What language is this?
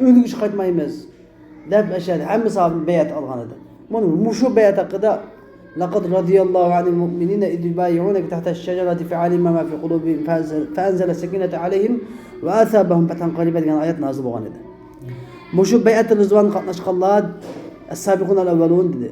Uyghur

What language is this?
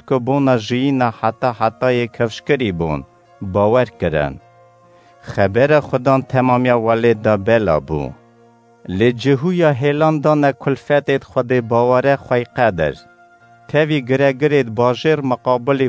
Kurdish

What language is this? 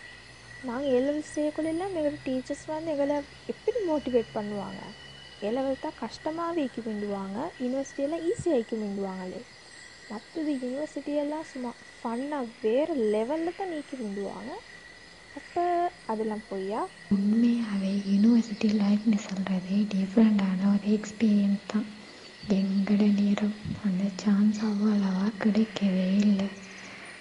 Tamil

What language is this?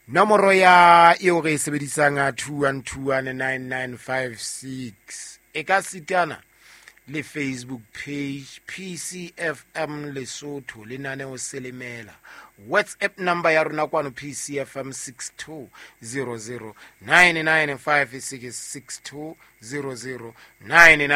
Southern Sotho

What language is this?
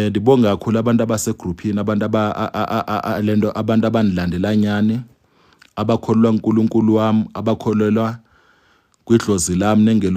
Zulu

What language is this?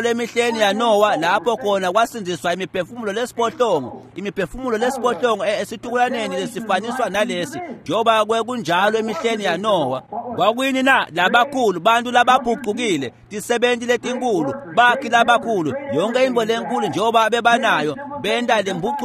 Swati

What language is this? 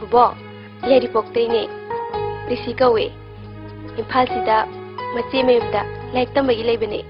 Manipuri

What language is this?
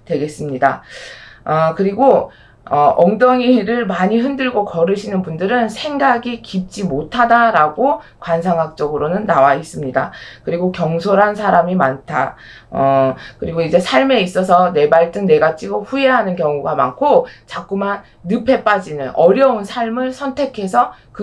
Korean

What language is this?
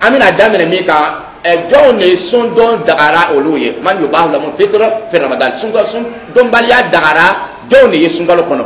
Dyula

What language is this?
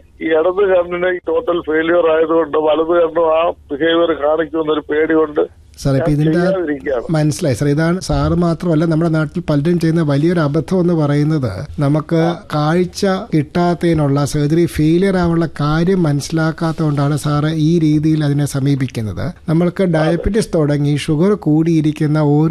Malayalam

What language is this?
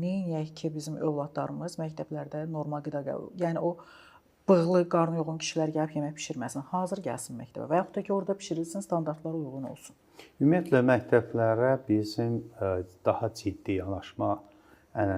Azerbaijani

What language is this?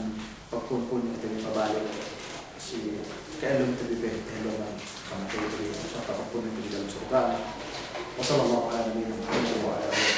Yakan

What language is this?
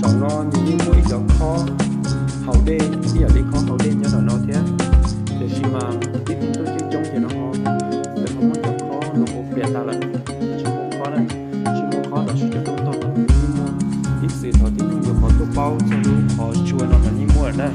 Hmong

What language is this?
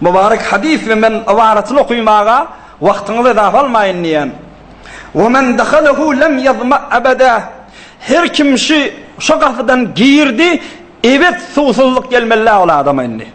Turkmen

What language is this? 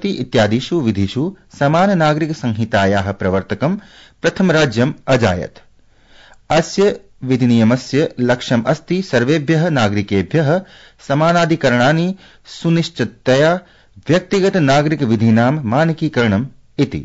Sanskrit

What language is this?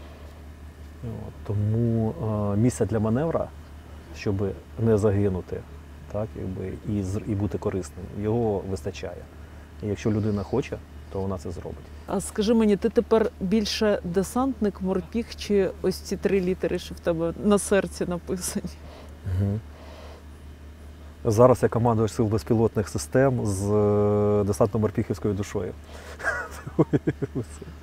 Ukrainian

